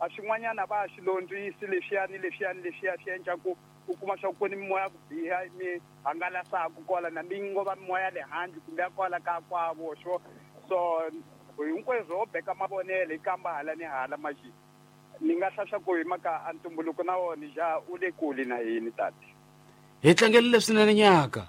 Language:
Tsonga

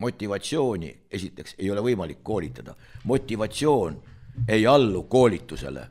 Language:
Estonian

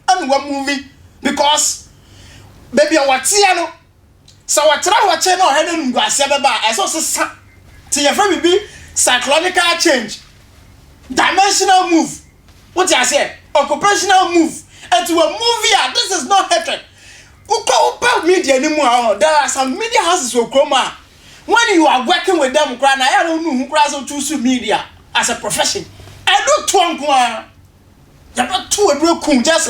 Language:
Akan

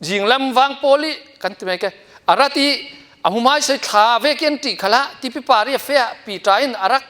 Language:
Falam Chin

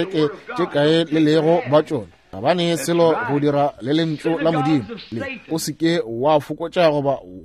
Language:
Northern Sotho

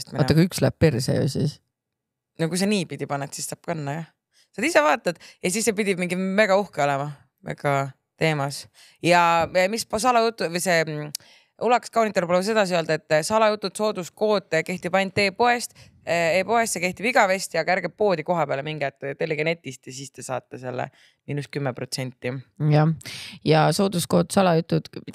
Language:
Estonian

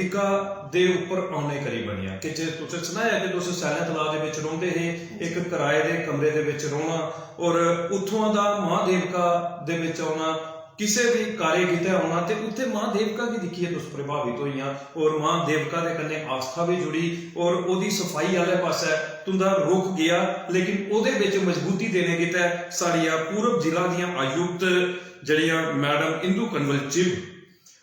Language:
Dogri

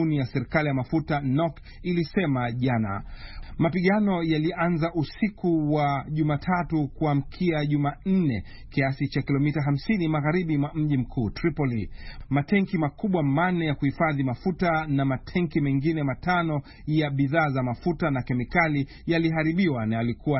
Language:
Swahili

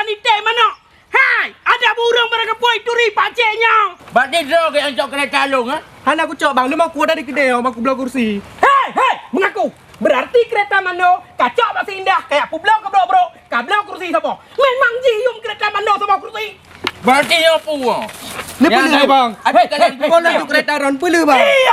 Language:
Achinese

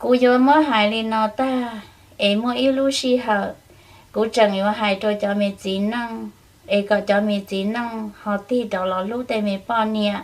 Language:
Hmong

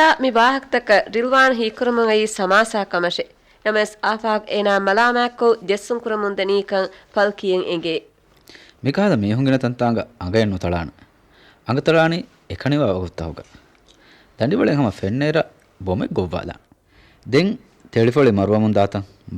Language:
Divehi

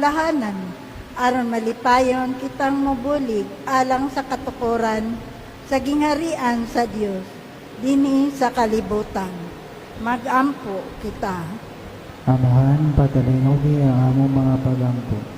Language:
Cebuano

